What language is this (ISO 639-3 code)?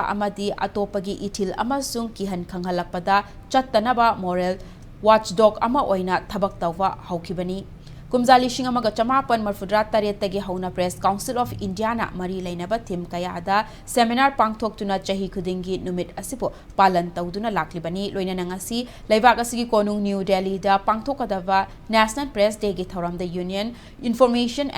mni